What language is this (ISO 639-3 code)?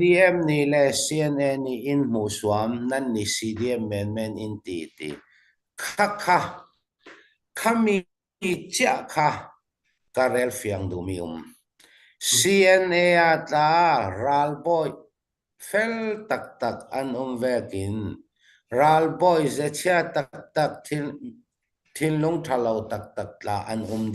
cnh